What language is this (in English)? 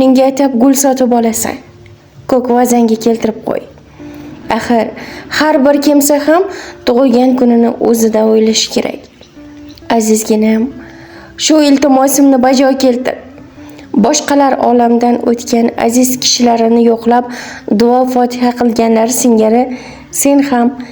Uzbek